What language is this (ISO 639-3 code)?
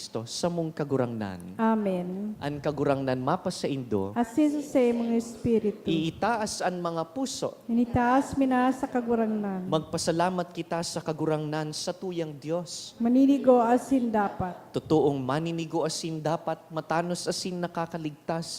bik